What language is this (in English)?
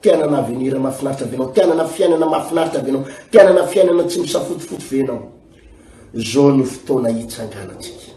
Malagasy